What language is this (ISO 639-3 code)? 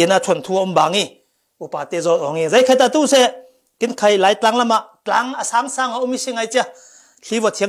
cfm